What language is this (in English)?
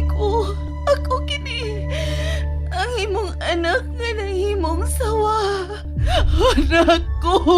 Cebuano